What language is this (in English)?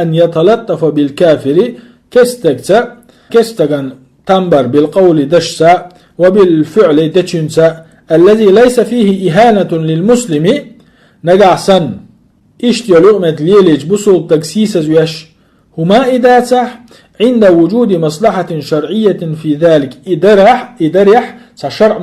Chechen